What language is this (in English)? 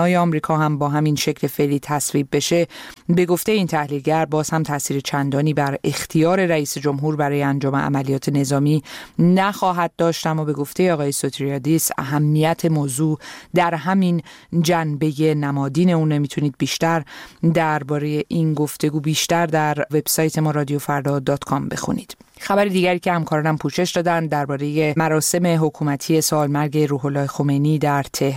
Persian